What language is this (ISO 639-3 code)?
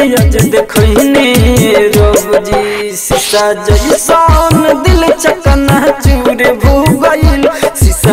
bho